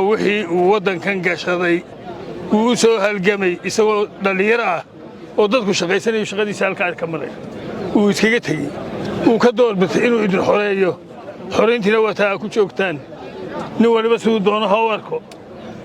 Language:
Somali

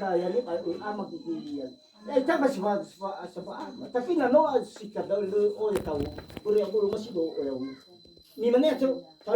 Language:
Nias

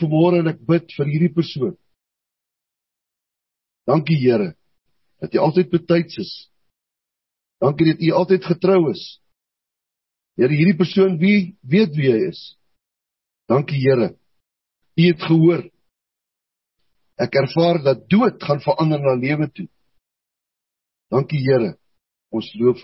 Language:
Afrikaans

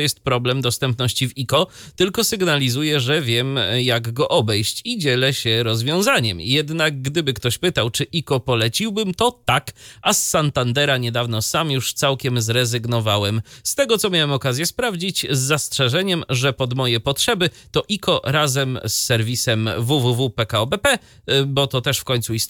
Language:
Polish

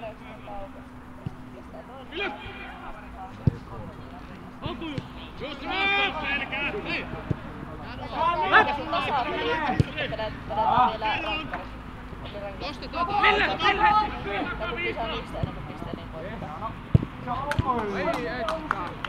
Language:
Finnish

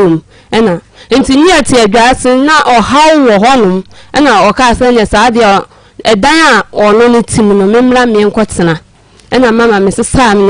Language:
Akan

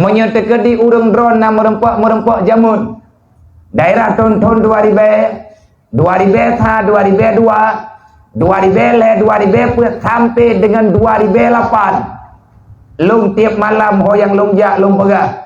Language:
Achinese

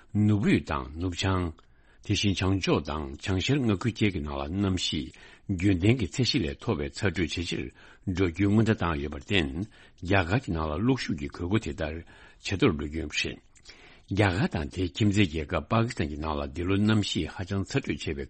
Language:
Tibetan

